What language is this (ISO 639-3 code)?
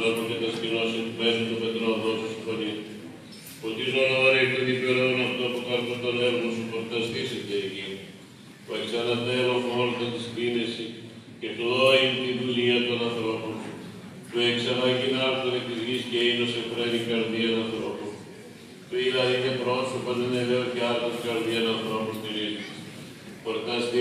ell